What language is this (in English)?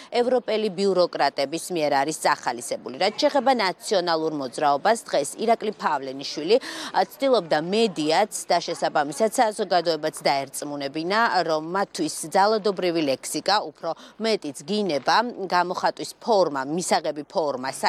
Georgian